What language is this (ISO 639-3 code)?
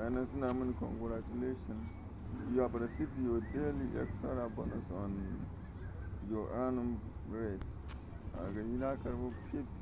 hau